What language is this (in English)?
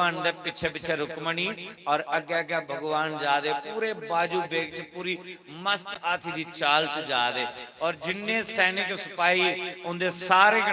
Dogri